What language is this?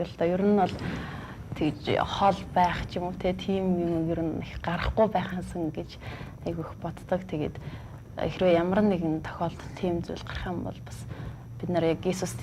Mongolian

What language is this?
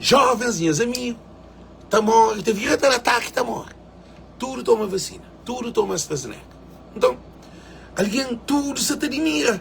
Kabuverdianu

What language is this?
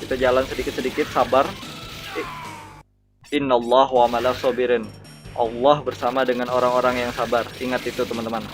Banjar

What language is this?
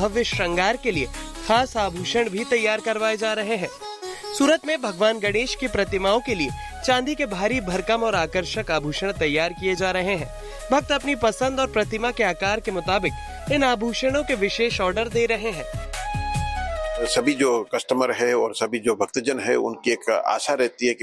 Hindi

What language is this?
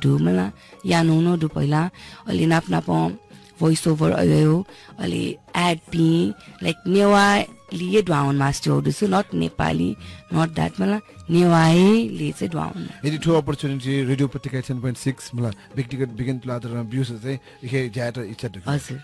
Newari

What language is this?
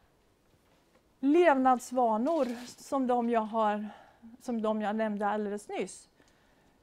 Swedish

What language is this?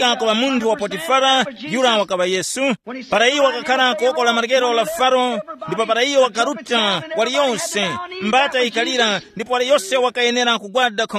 Tumbuka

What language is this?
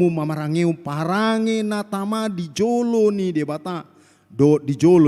Batak Toba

